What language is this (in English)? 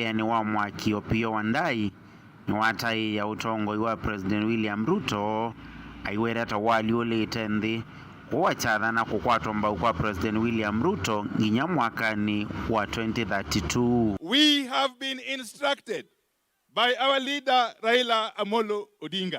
Kamba